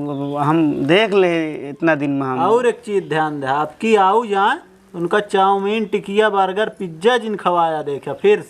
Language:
Awadhi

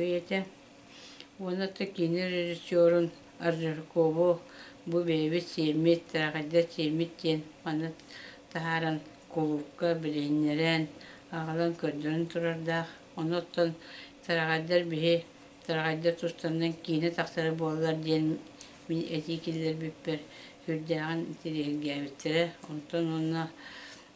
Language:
Yakut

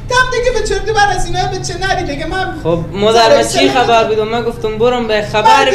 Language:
Persian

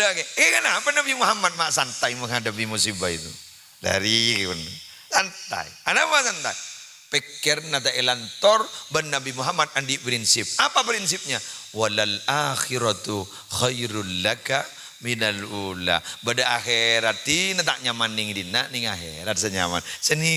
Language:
Madurese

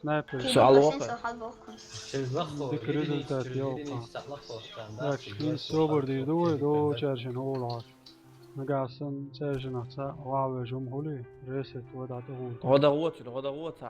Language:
Chechen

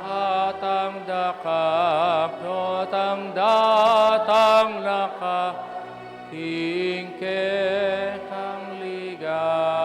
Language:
Pampanga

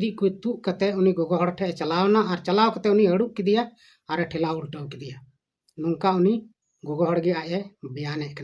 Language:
Santali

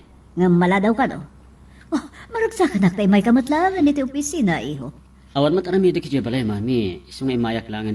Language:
Iloko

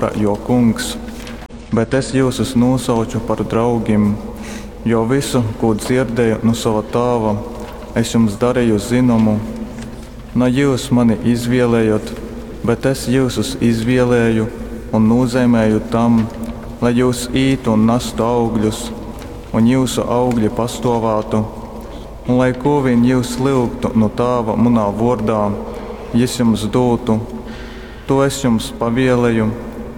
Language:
Latgalian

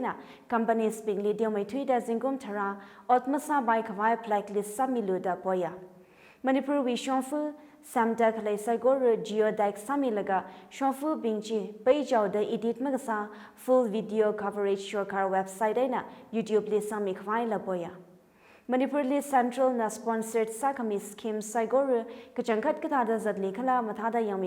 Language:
Tangkhul Naga (India)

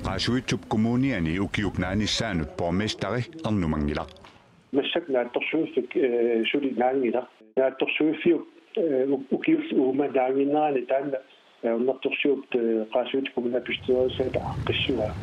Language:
Kalaallisut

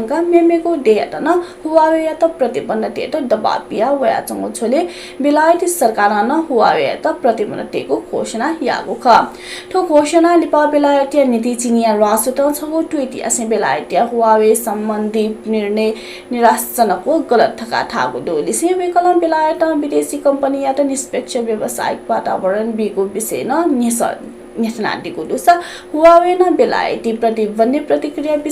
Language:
Newari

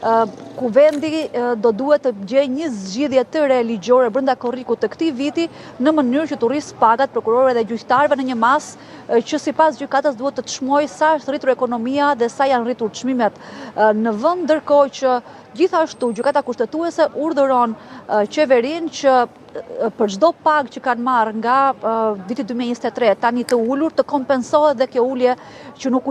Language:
Albanian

